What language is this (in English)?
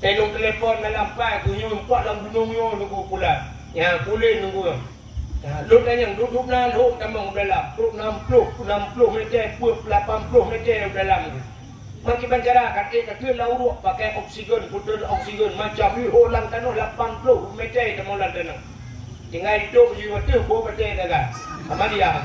Achinese